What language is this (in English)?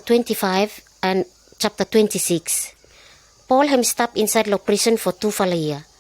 Pijin